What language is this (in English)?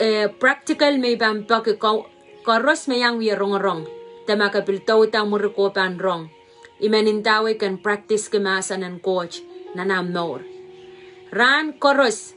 Pohnpeian